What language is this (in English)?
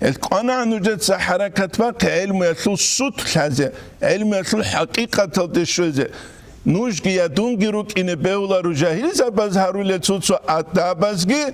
Avaric